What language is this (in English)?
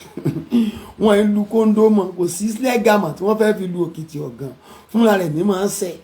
Yoruba